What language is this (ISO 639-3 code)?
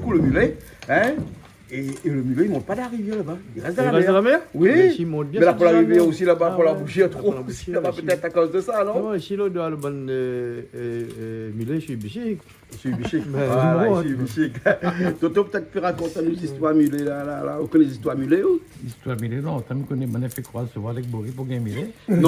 rcf